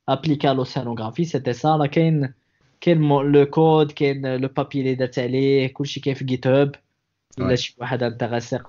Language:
Moroccan Arabic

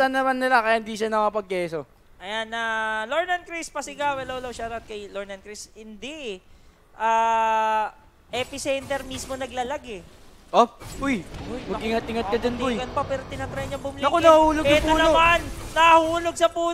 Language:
Filipino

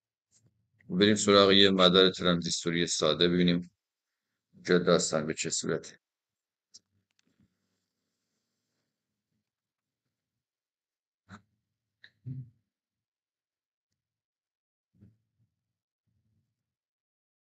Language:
Persian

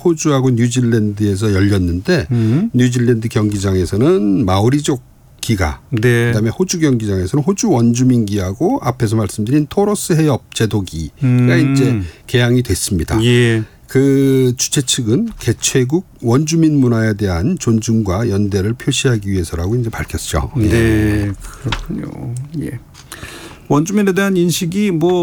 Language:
Korean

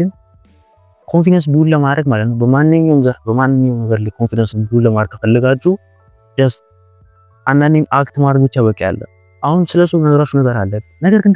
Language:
Amharic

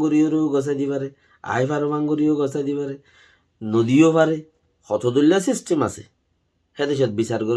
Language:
Rohingya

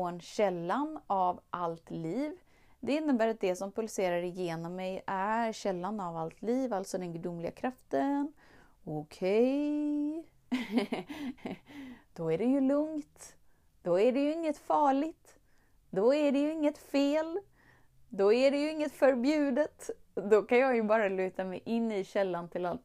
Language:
Swedish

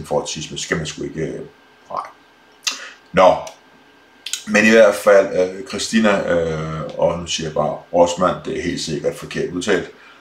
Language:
Danish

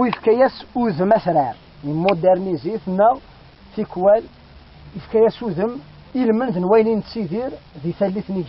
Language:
Kabyle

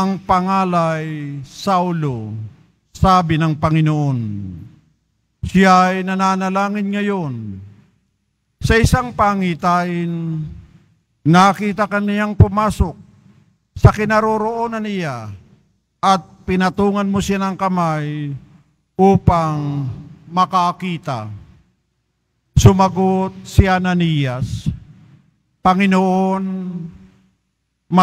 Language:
Filipino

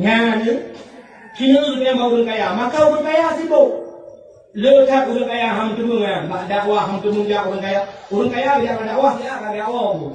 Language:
Achinese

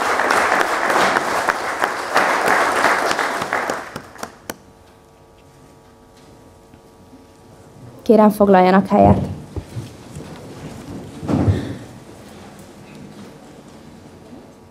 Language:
Hungarian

